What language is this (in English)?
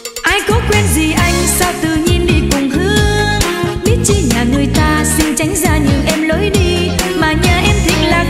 Vietnamese